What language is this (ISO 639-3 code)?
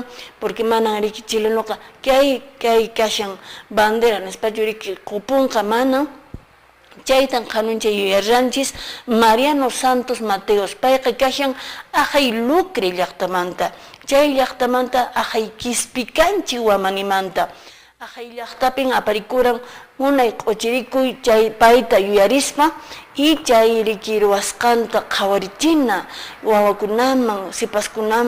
que